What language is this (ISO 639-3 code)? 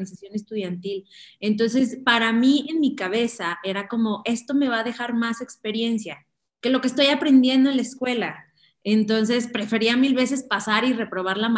spa